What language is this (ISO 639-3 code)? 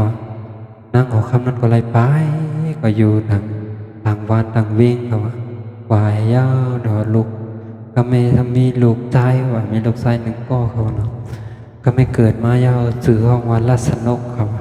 shn